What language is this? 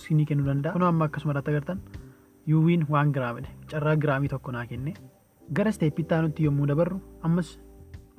Oromo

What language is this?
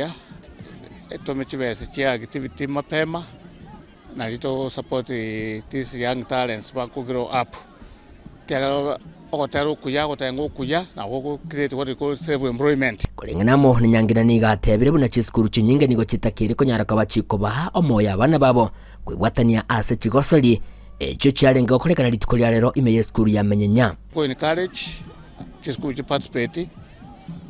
Gusii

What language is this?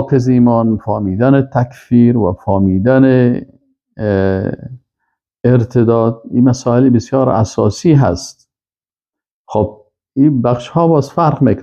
Persian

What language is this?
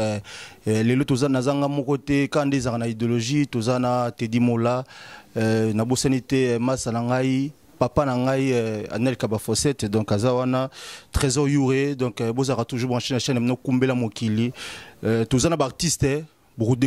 Lingala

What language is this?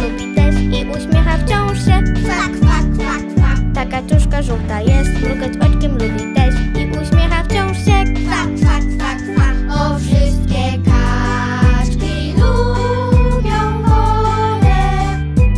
Polish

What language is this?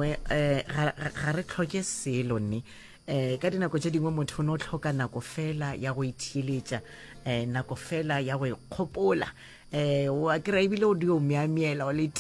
Northern Sotho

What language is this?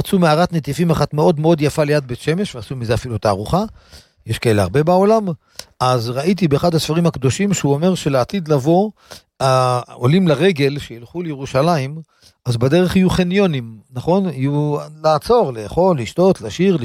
Hebrew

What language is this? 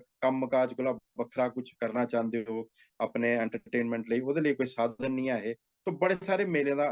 Dogri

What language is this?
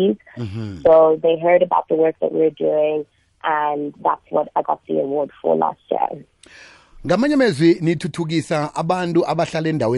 South Ndebele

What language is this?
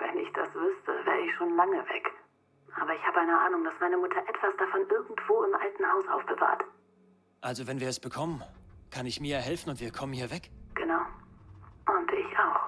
Bavarian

